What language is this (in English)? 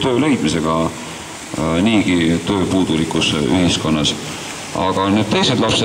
Estonian